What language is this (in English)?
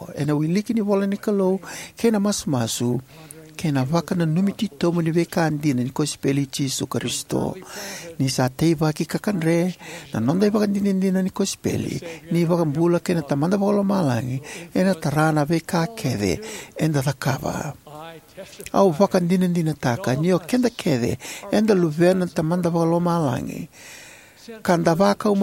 Fijian